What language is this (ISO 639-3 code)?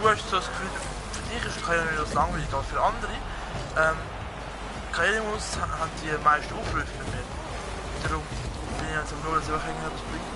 gsw